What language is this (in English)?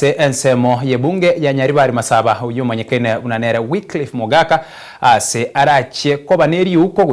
Gusii